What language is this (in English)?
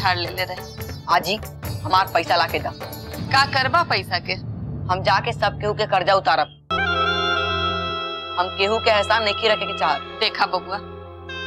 Bhojpuri